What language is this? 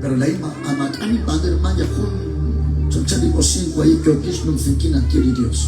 Kekchí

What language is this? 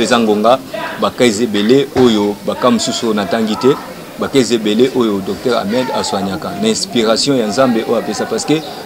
Lingala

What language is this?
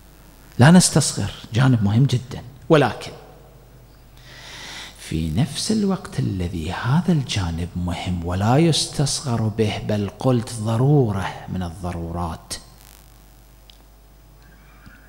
Arabic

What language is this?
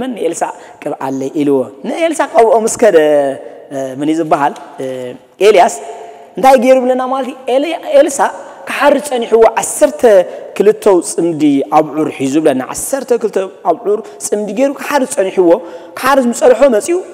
Tigrinya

